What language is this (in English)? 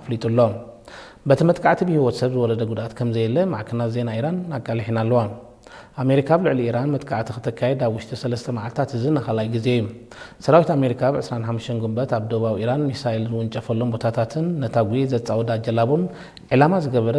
Tigrinya